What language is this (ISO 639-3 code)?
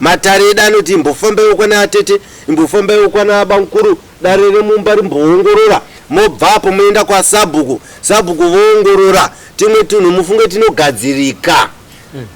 sna